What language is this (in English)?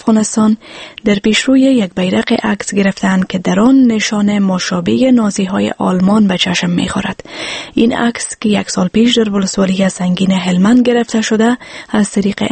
Persian